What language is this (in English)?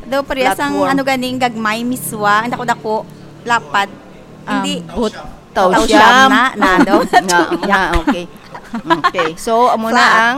Hiligaynon